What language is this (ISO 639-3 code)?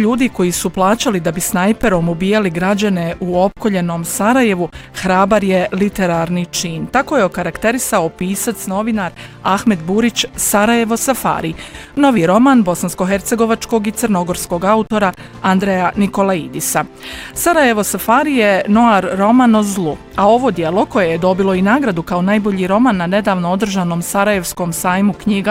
bos